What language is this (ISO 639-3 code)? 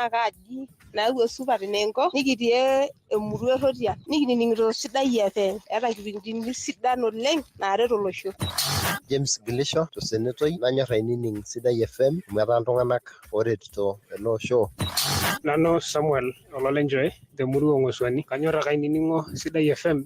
mas